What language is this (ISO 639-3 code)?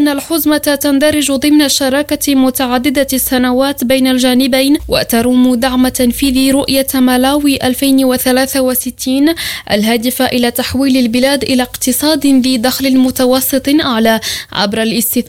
ara